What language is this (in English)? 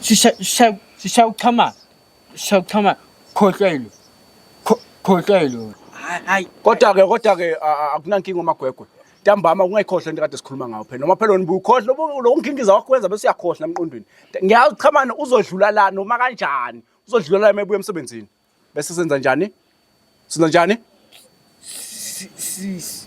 Zulu